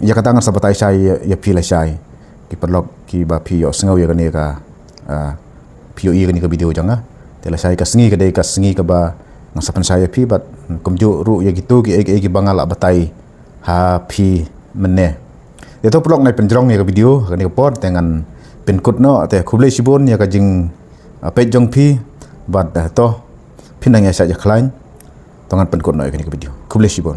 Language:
Khasi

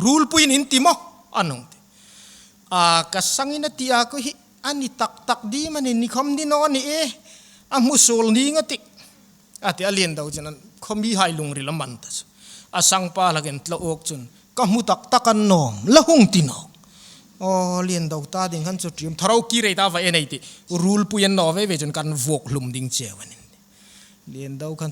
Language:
Hmar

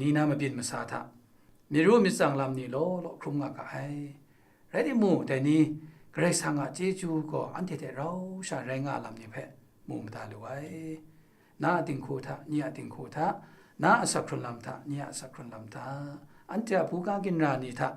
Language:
Kachin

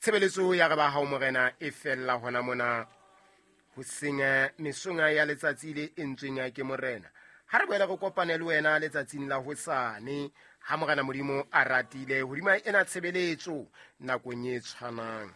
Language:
Southern Sotho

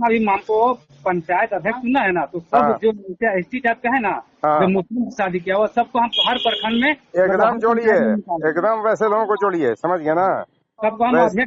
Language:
Santali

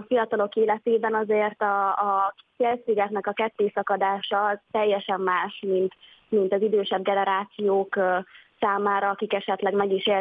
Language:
Hungarian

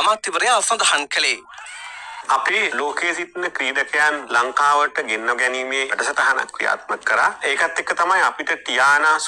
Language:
Sinhala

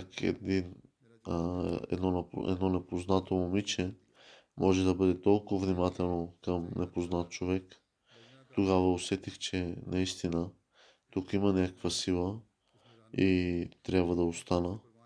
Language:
Bulgarian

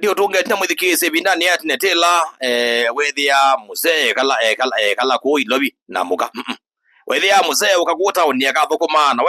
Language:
Kamba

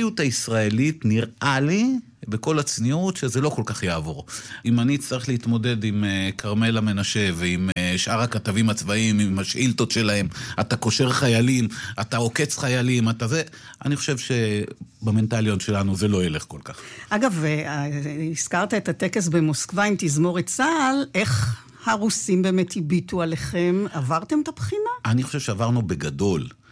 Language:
Hebrew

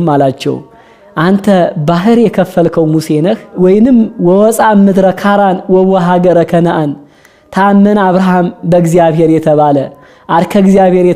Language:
Amharic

